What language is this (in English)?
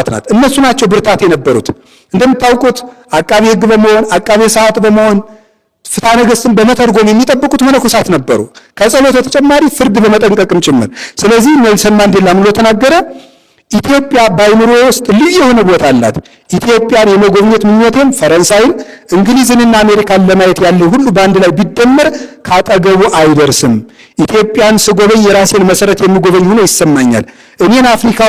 Amharic